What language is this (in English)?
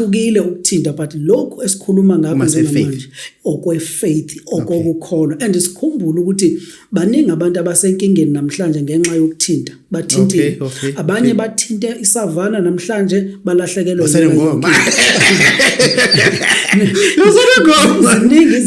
Zulu